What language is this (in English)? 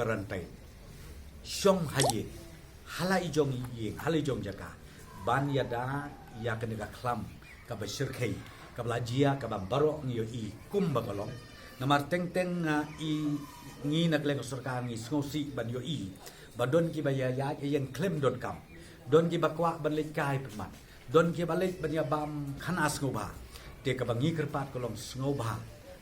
Khasi